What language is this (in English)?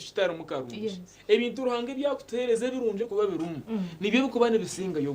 Nyankole